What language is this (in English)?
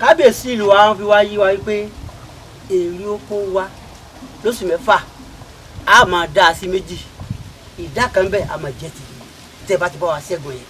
Yoruba